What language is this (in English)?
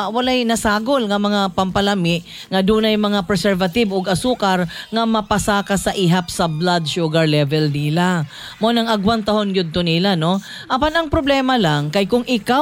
Cebuano